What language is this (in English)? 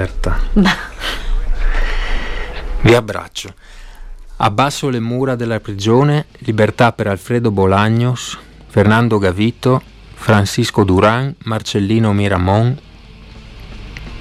Italian